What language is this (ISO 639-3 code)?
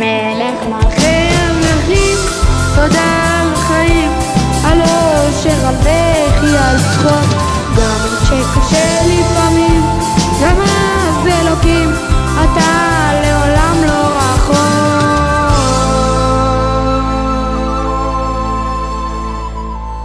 heb